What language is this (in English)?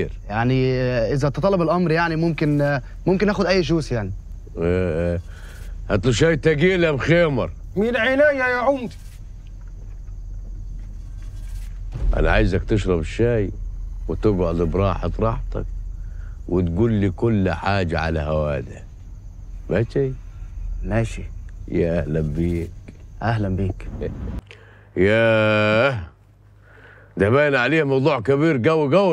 Egyptian Arabic